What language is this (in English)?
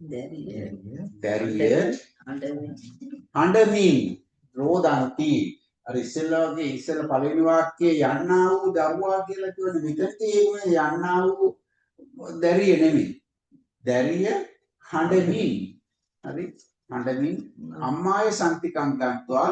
Sinhala